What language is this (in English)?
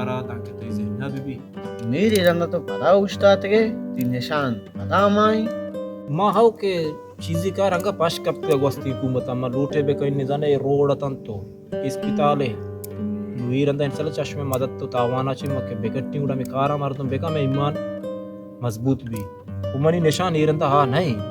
Baluchi